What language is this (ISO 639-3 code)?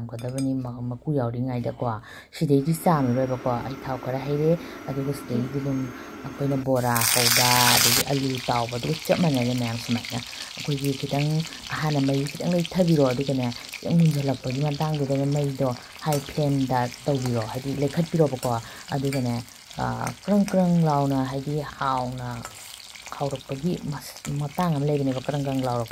mni